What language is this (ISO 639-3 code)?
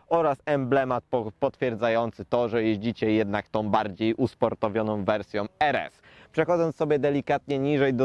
pol